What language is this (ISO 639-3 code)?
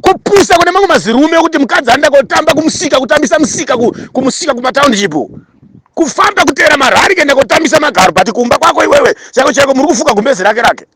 sna